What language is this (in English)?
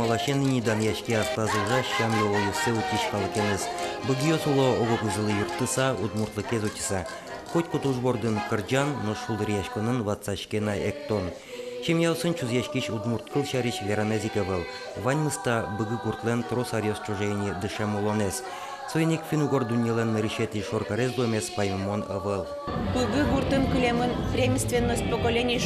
Udmurt